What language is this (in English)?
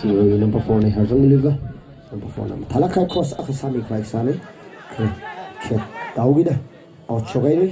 Tangkhul Naga (India)